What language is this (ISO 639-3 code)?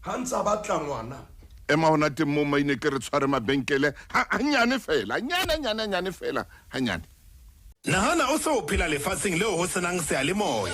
sot